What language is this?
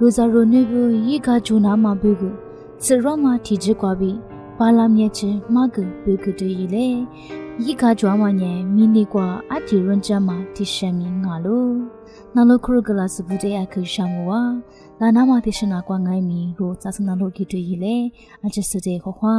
Lisu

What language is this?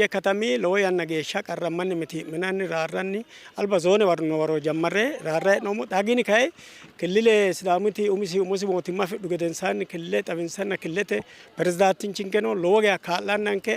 Sidamo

